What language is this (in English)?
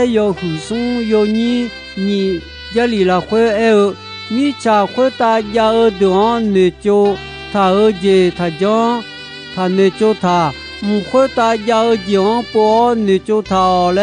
Akha